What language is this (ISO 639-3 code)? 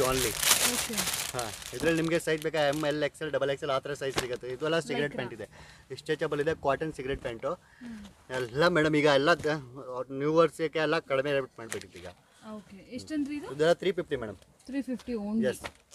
kan